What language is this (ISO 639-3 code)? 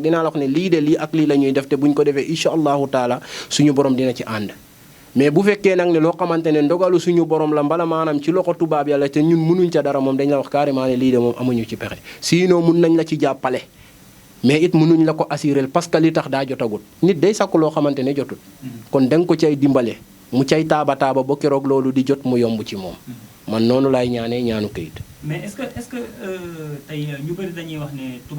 wol